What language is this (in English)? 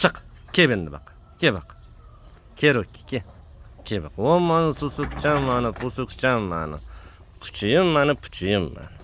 Uzbek